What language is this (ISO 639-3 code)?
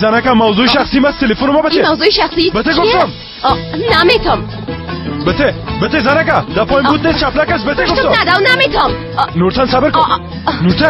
fas